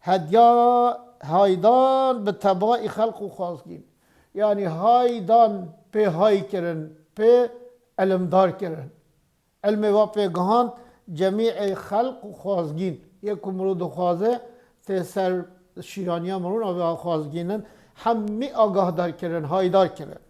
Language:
Kurdish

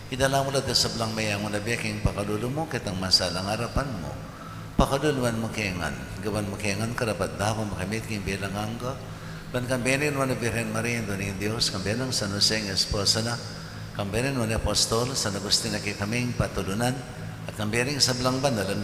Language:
Pampanga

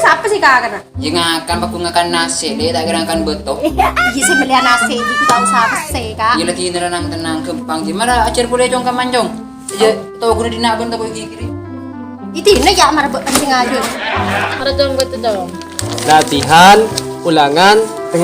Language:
Madurese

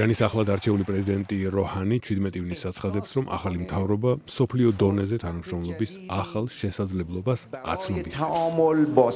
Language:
Georgian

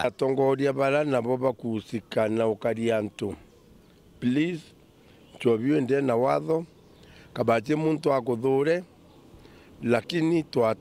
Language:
Meru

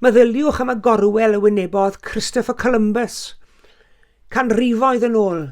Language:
Welsh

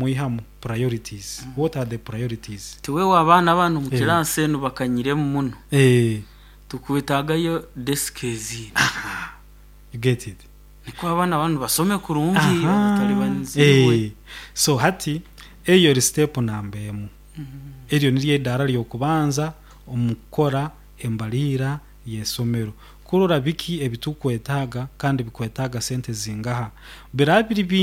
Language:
Nyoro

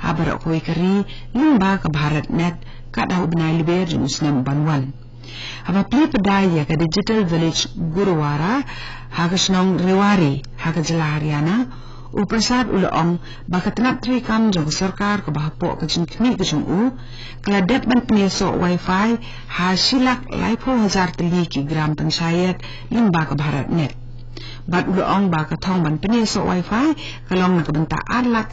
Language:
Khasi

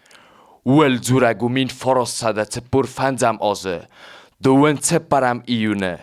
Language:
Ossetic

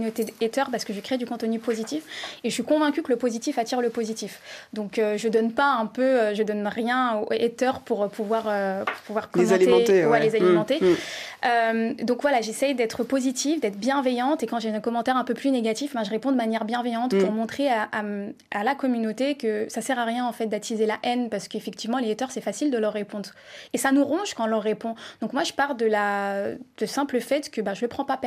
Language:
French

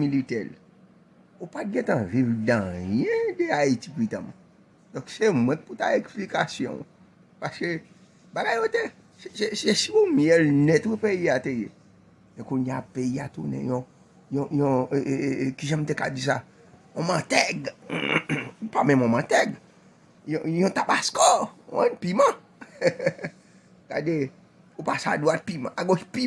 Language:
Haitian Creole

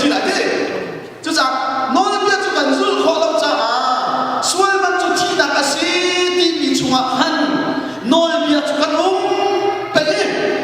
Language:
Hakha Chin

